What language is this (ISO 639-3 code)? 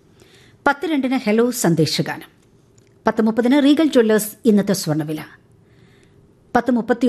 mal